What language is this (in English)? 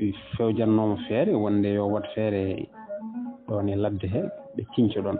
Fula